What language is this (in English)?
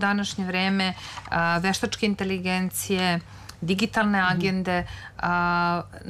Serbian